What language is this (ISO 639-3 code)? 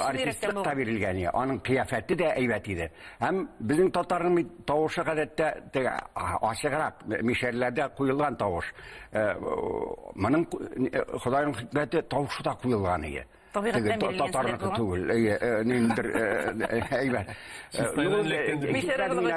tat